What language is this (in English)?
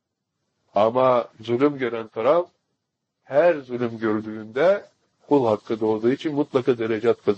Turkish